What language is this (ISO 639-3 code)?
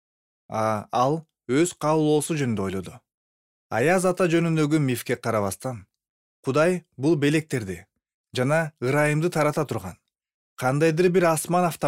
kir